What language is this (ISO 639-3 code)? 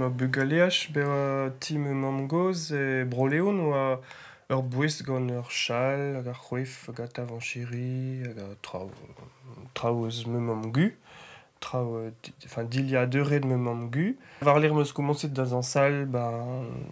bre